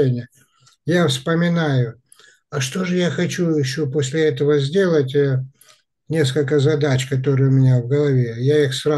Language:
Russian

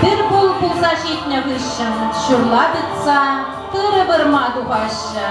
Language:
Chuvash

